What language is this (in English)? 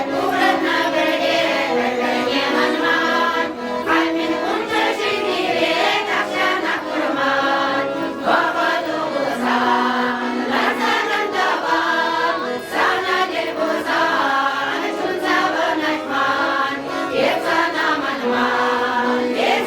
Chuvash